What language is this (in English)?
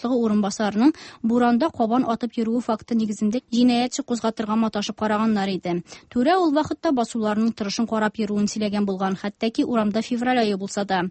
Tatar